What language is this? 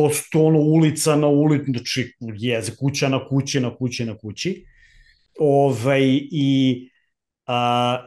Serbian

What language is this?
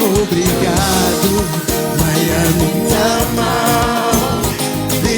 Kabuverdianu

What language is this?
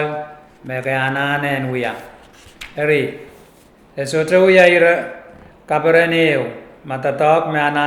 Pohnpeian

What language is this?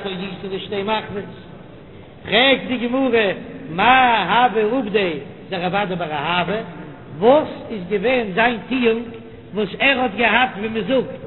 Yiddish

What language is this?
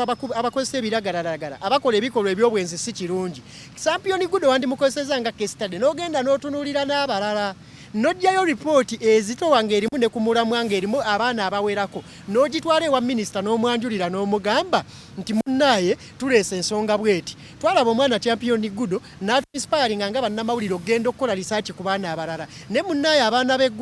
Ganda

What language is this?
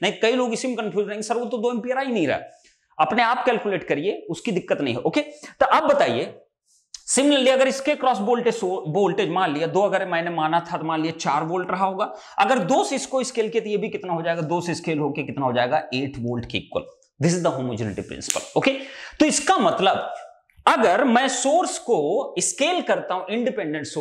Hindi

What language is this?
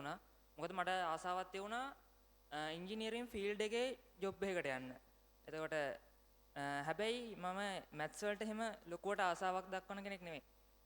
Sinhala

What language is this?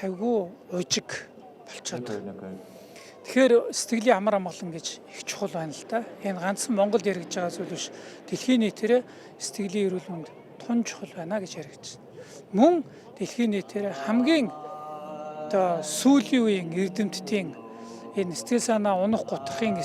Mongolian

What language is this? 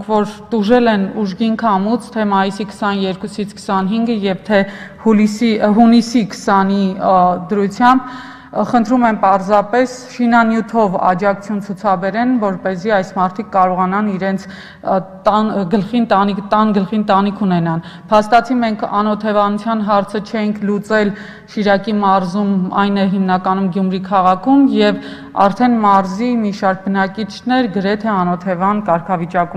Armenian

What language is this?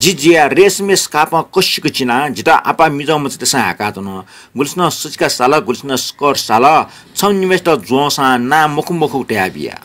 Newari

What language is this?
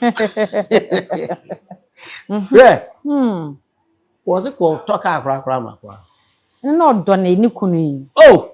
Akan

